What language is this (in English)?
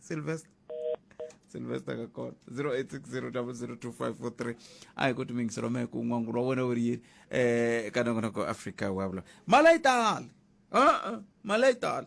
Tsonga